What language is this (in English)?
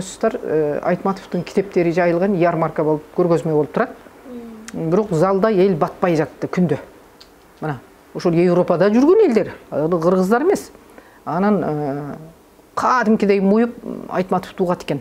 Kyrgyz